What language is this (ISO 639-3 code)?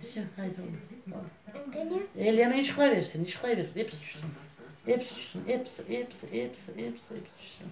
crh